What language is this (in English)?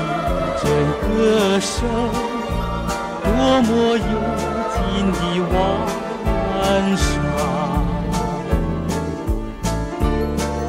Chinese